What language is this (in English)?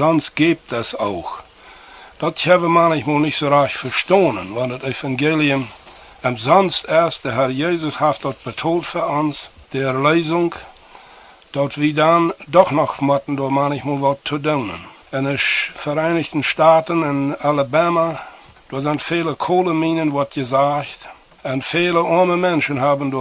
Plautdietsch